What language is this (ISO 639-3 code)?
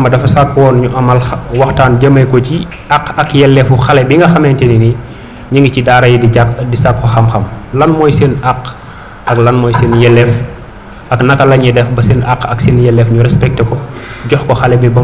wol